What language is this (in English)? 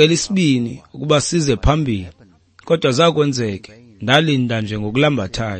Xhosa